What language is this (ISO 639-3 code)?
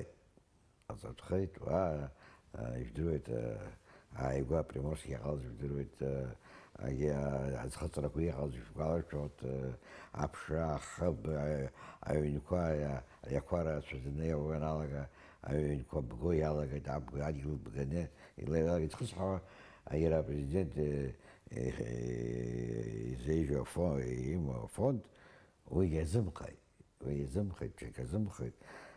abk